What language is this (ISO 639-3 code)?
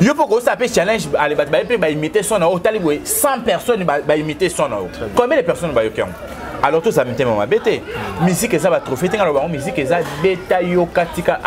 lin